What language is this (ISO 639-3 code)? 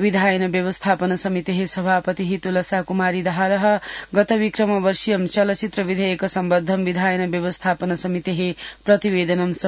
san